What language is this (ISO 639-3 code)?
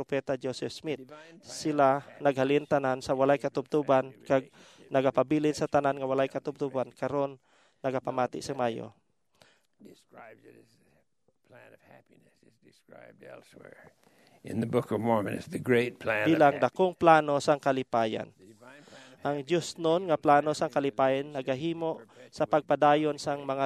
hil